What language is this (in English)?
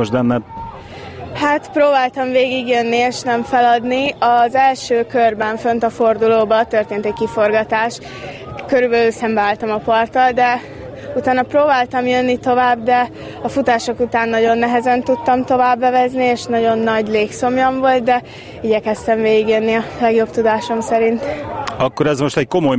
Hungarian